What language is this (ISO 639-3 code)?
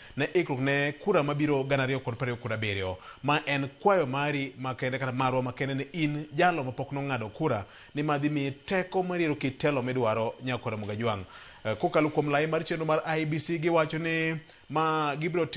luo